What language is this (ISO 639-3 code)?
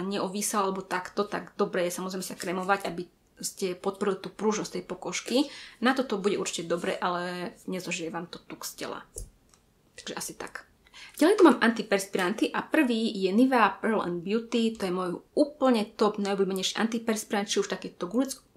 slk